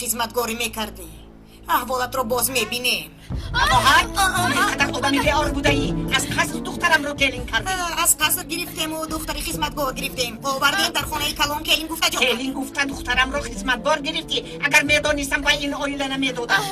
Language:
Tajik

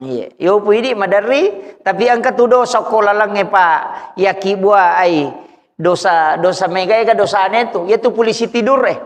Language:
Buginese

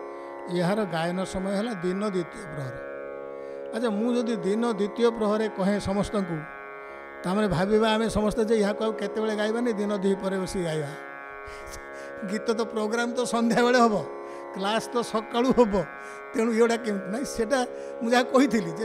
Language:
Odia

